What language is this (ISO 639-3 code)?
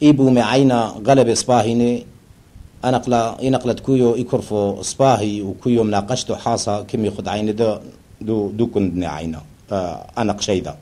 tru